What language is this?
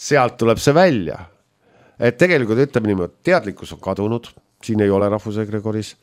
Estonian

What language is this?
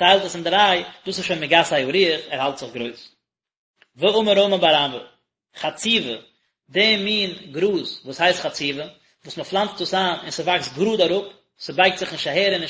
Yiddish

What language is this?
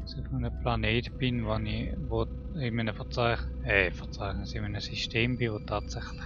Swiss German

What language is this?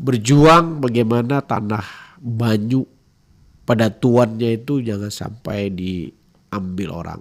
Banjar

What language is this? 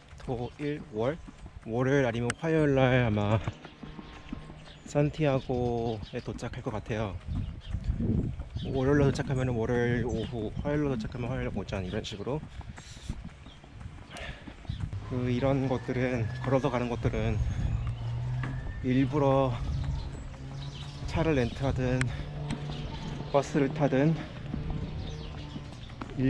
Korean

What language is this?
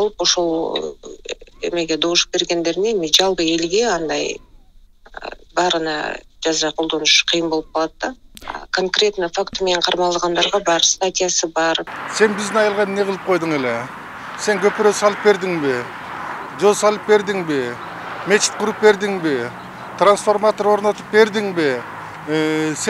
Kyrgyz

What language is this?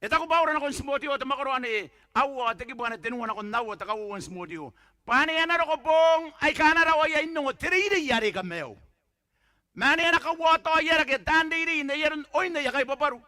Gilbertese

